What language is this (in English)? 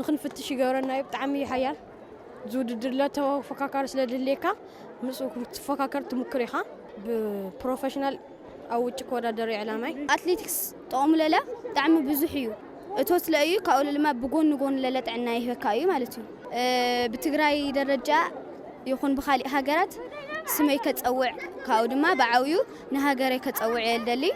Tigrinya